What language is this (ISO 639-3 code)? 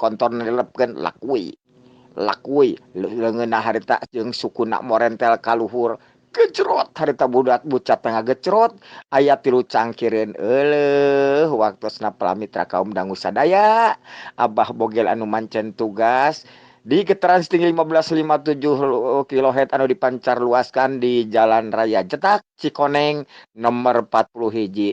sun